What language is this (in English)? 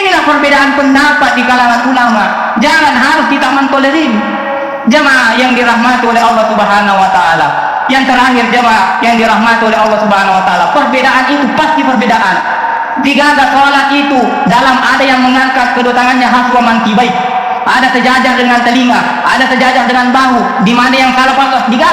Buginese